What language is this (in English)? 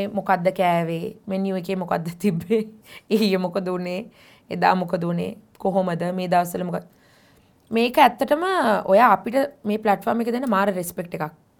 Sinhala